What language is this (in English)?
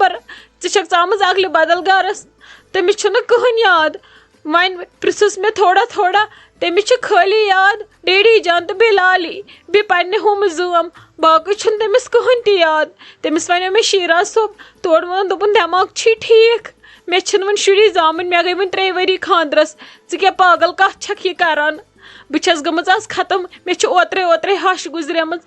Kashmiri